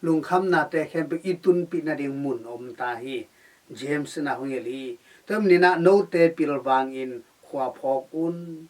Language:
Tedim Chin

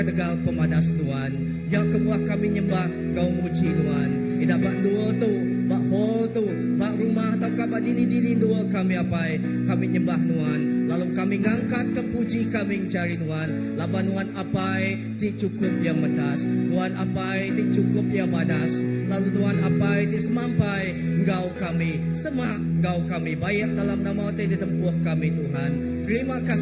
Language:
Iban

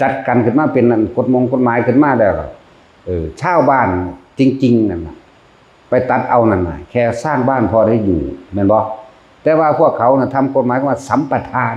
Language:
Northeastern Thai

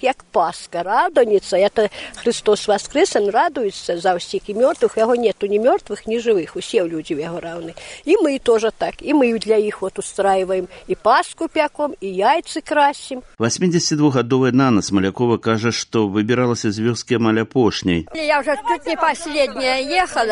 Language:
Belarusian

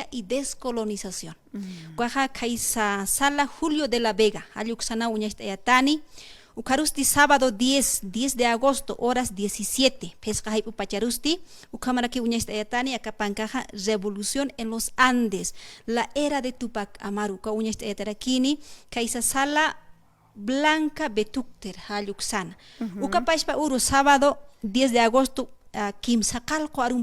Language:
Aymara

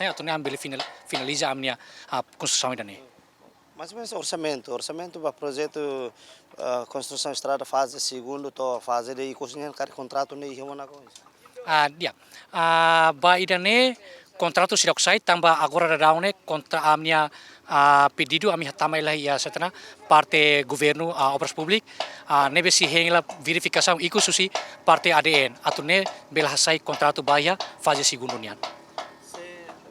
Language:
Tetum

